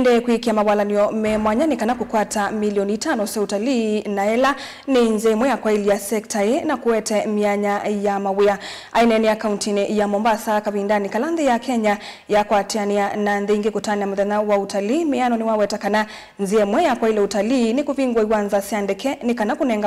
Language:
Kamba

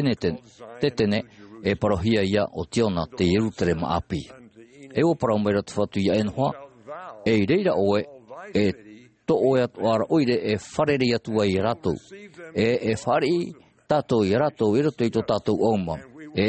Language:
Tahitian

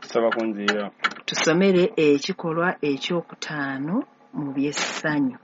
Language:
Ganda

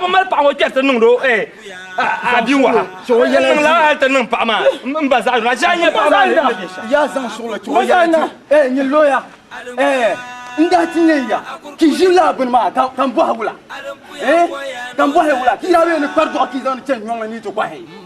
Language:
Dagbani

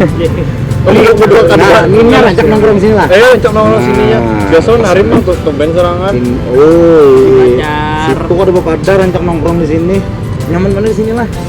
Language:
Banjar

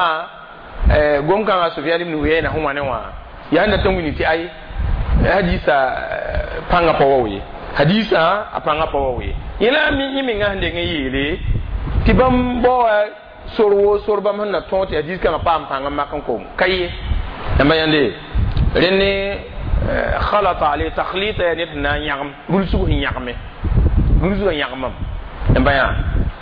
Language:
Mossi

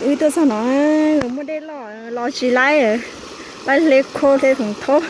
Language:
Hmong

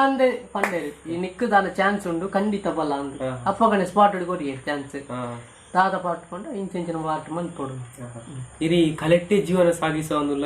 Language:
Tulu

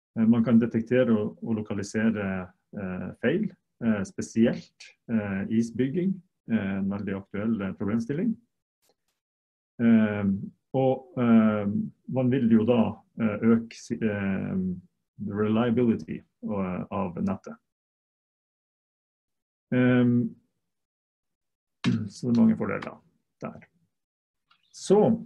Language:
Norwegian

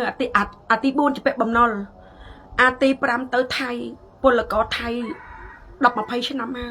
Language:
Khmer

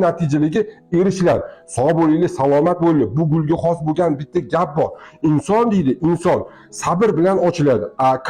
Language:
Uzbek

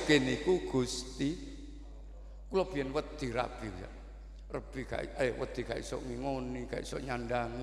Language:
Javanese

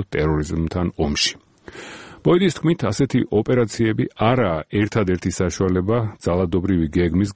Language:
Georgian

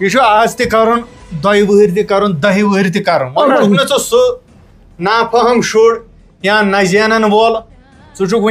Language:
Kashmiri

